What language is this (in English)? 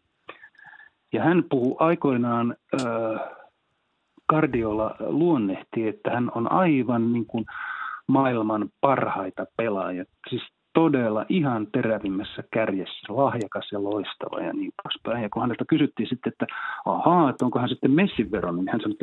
Finnish